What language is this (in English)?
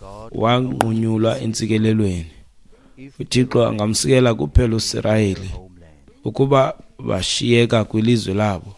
Xhosa